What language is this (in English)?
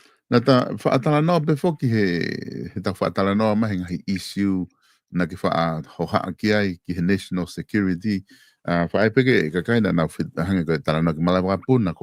Tongan